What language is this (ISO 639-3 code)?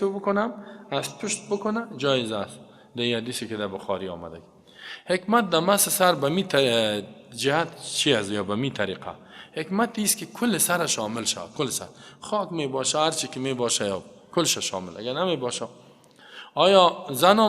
fas